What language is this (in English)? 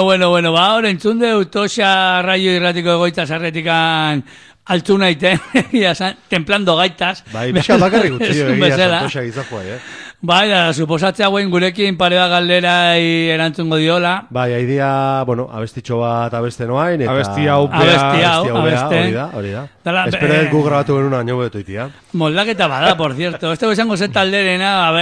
Basque